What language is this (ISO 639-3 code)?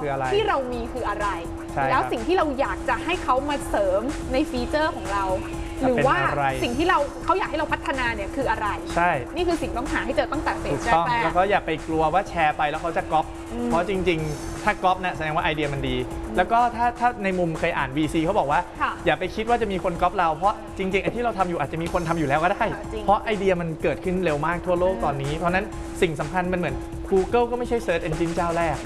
tha